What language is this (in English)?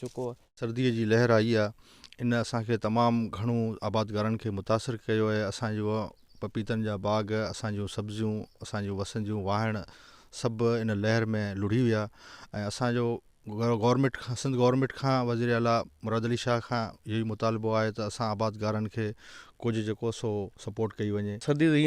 Sindhi